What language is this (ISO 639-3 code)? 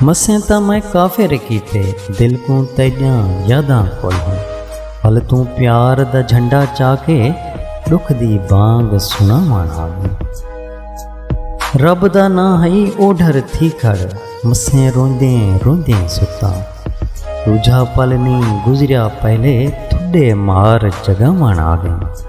skr